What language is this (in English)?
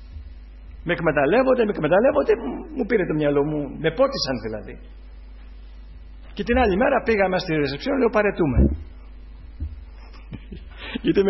Greek